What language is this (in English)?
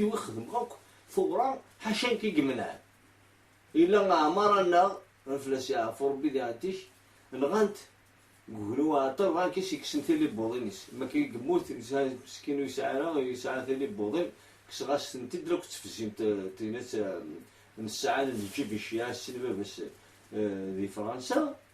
Kabyle